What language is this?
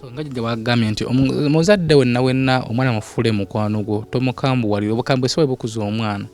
Ganda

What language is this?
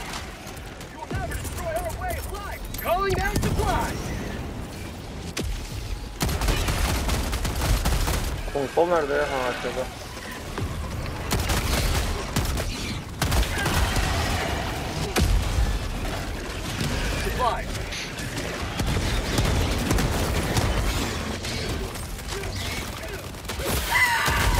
Turkish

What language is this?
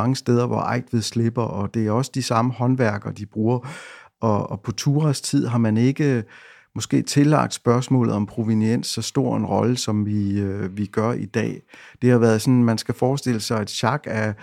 Danish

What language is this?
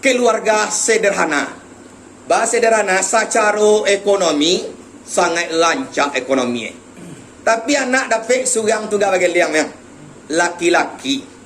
Minangkabau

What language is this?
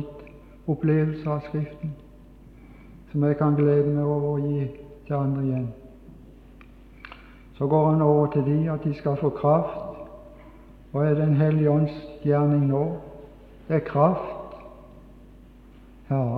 Norwegian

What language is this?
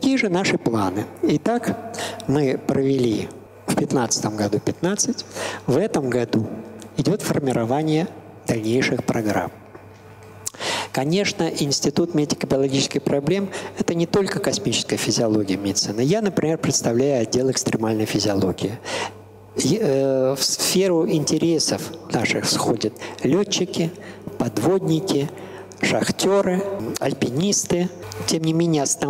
Russian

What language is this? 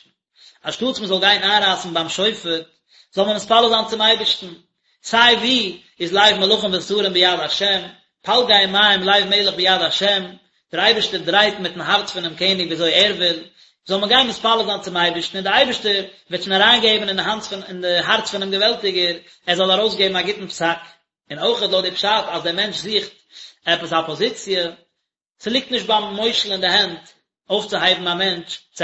Yiddish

